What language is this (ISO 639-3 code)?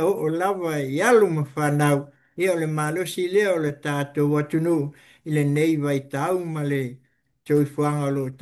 smo